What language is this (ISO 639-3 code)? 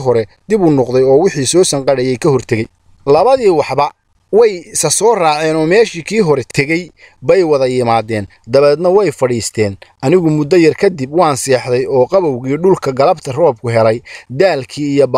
som